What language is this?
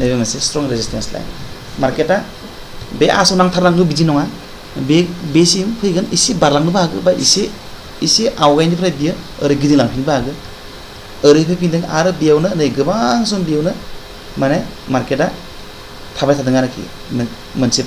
Bodo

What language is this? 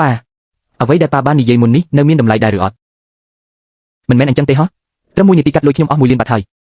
Khmer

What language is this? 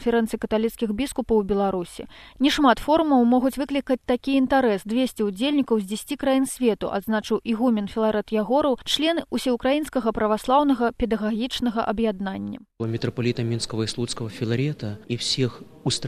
Belarusian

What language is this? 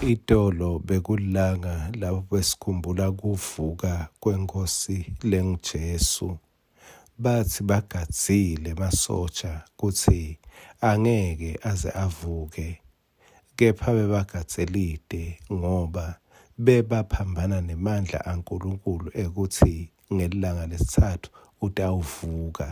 Swati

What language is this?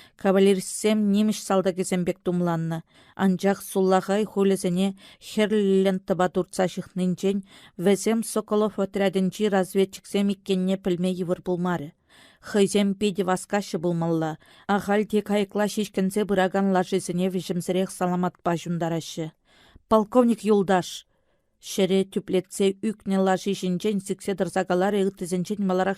Chuvash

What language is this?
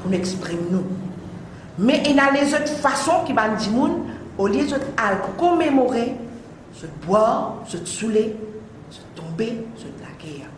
Morisyen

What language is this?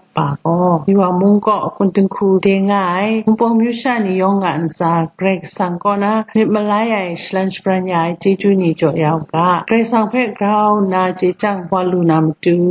Kachin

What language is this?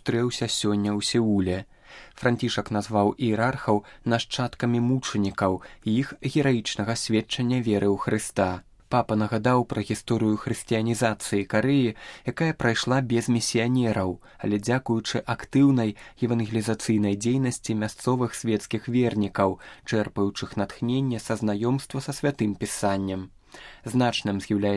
Belarusian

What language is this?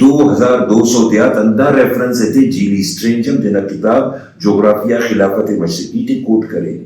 Brahui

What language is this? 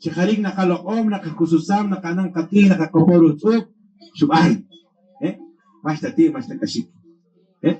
Poqomchi'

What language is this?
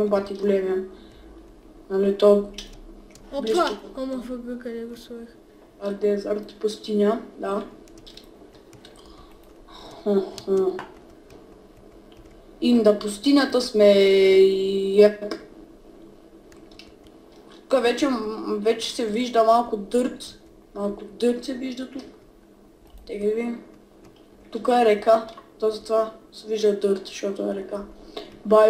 Bulgarian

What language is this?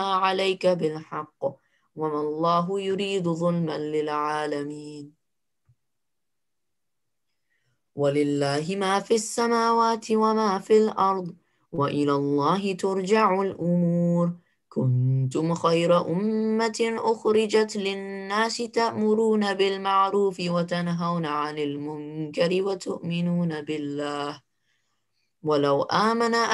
Arabic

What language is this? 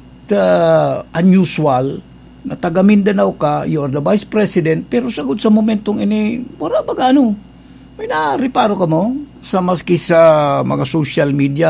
Bikol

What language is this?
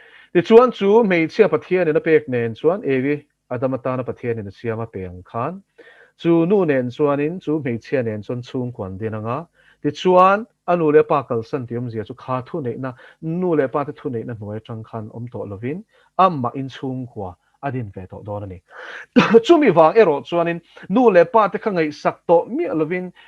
Mizo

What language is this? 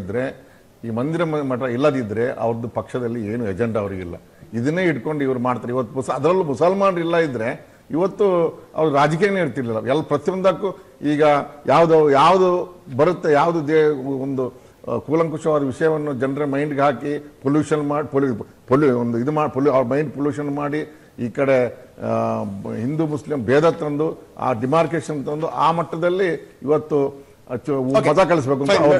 Kannada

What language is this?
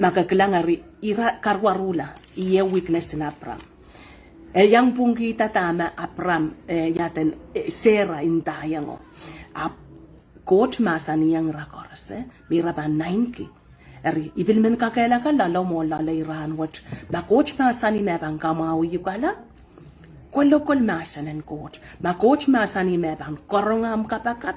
Pohnpeian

